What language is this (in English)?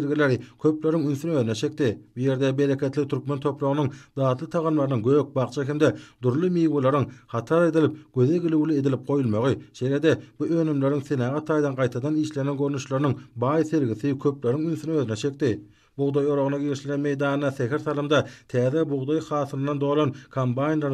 Turkmen